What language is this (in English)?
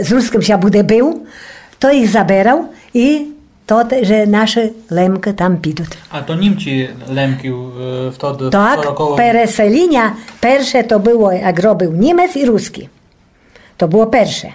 Rusyn